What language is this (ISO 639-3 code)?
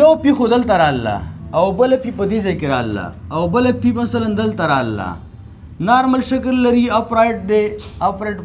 pus